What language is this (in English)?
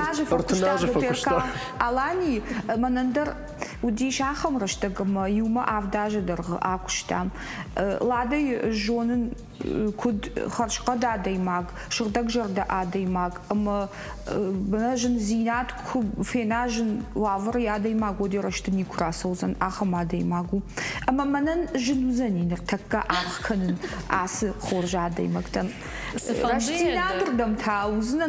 Ossetic